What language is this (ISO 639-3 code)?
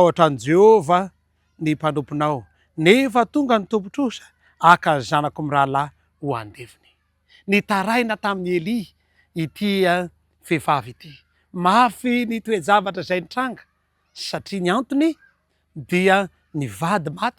mlg